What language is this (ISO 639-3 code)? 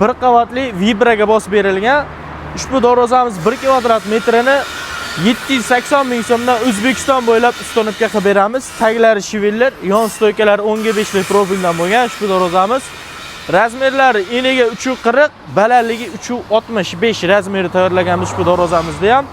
uzb